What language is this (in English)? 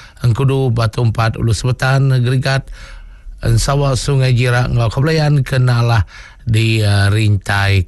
Iban